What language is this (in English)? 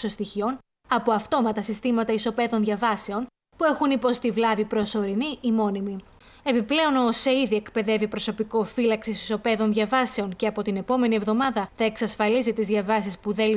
Greek